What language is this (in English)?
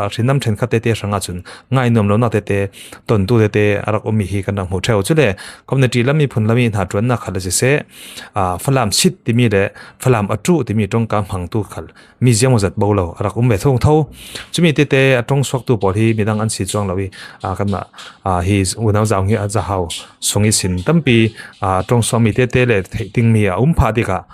Falam Chin